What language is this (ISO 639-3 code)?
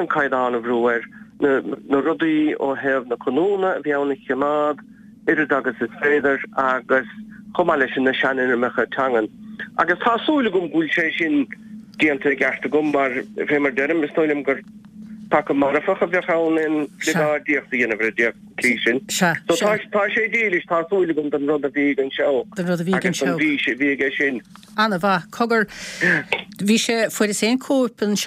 gle